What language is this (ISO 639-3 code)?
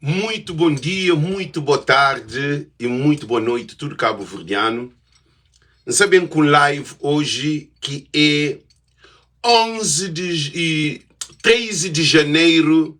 kea